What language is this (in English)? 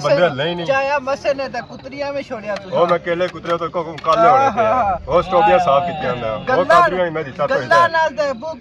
Pahari-Potwari